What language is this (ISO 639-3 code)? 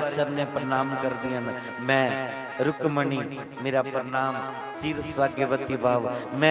doi